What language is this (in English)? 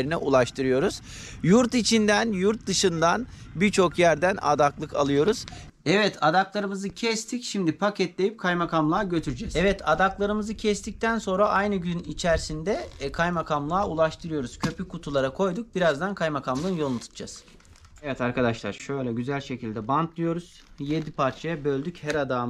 Turkish